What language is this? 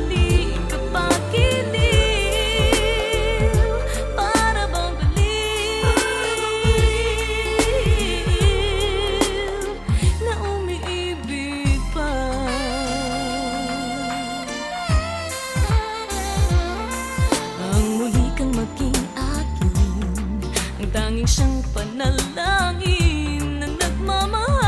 Filipino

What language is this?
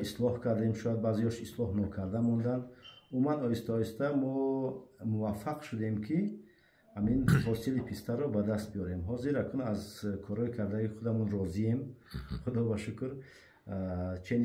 Tajik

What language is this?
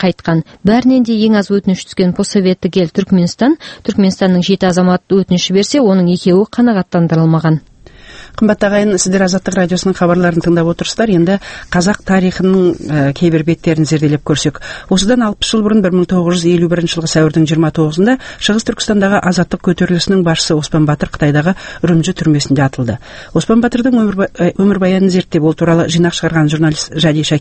Kazakh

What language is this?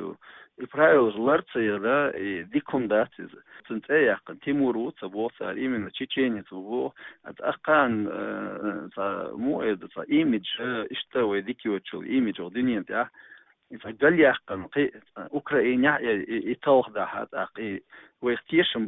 Chechen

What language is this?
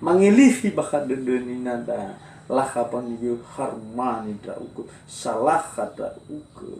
Nias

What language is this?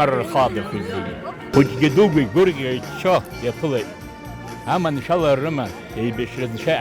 Abkhazian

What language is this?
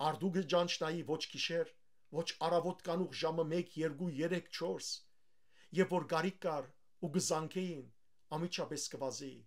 Western Armenian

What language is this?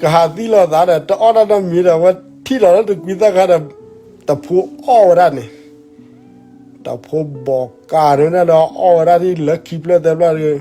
S'gaw Karen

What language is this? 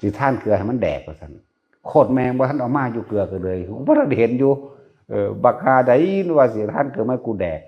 Northeastern Thai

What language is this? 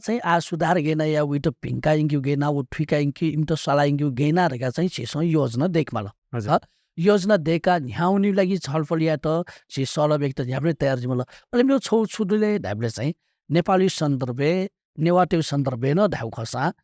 Newari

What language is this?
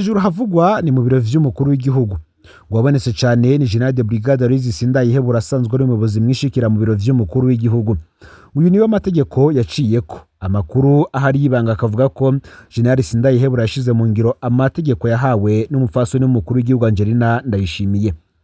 Rundi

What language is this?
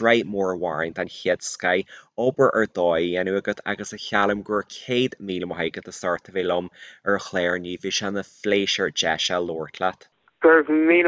Irish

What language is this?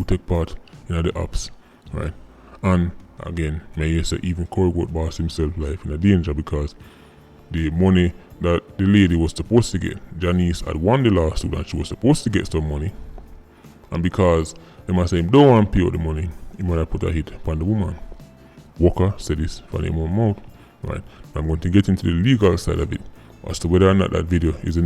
Jamaican Creole English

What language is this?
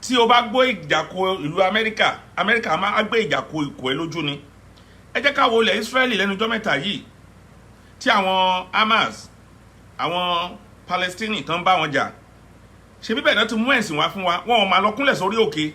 Yoruba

